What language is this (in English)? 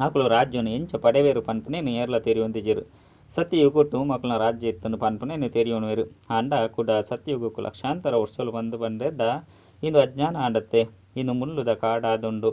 Tulu